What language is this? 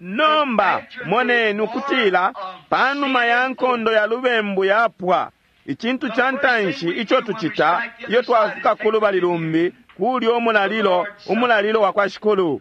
Bemba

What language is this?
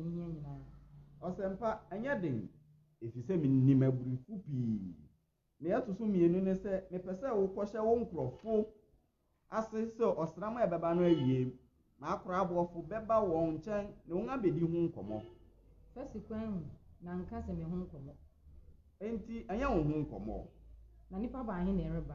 Akan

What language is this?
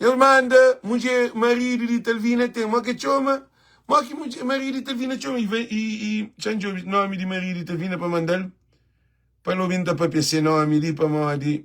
Kabuverdianu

